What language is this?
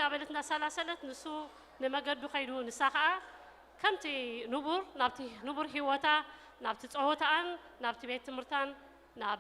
Tigrinya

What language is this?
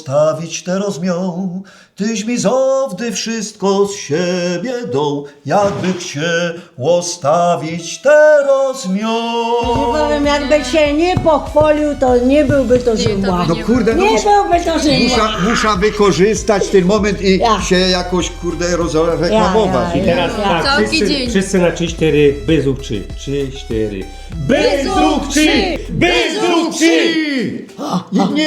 Silesian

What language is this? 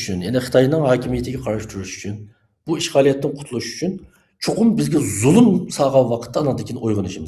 Uyghur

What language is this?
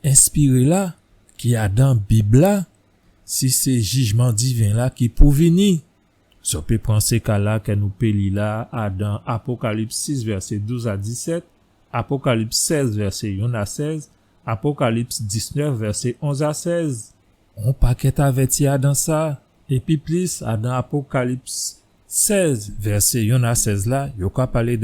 Guadeloupean Creole French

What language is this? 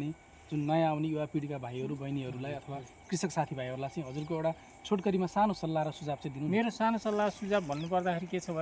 Nepali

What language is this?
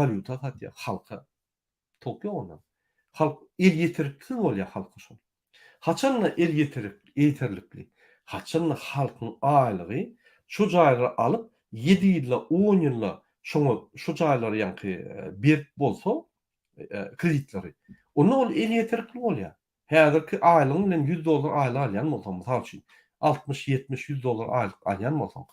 Turkmen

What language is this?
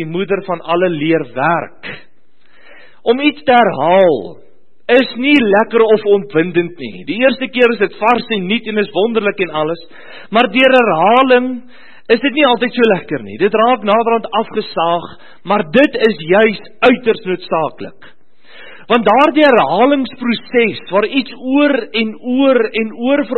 Afrikaans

